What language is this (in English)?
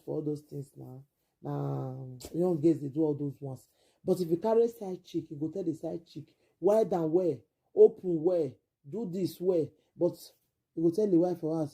Nigerian Pidgin